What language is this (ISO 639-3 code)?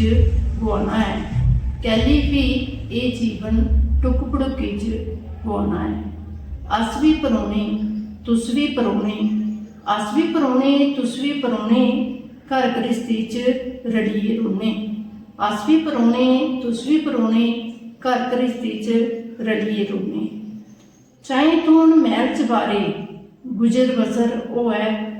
doi